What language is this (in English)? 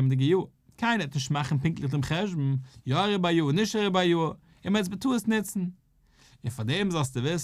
Yiddish